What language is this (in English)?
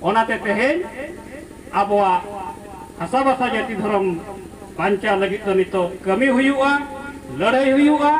Santali